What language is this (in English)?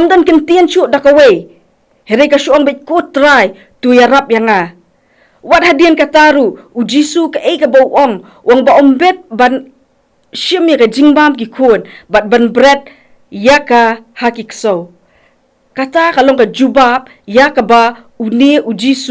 Khasi